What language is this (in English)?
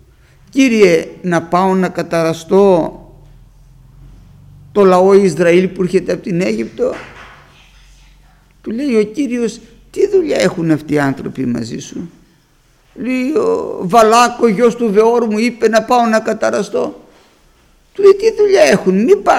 Greek